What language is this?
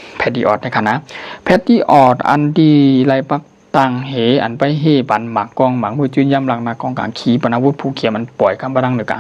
Shan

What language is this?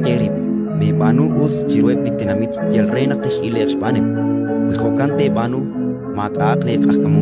Kekchí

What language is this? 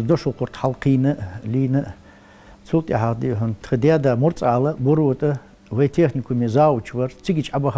Ingush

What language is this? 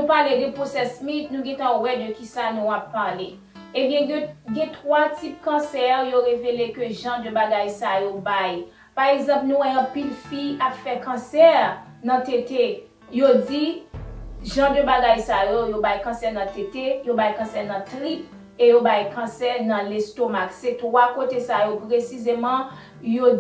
Haitian Creole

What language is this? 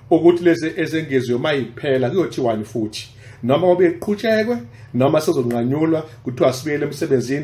Zulu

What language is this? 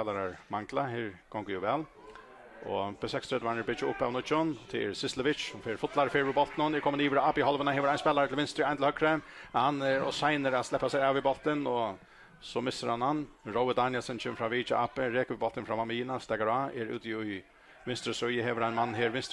Faroese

